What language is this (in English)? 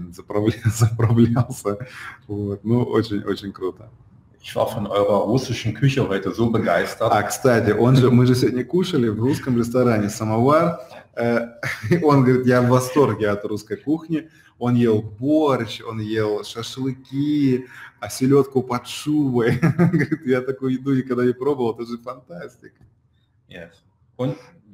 Russian